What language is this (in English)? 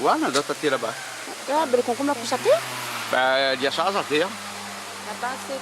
Réunion Creole French